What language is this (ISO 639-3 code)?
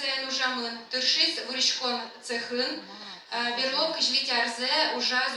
udm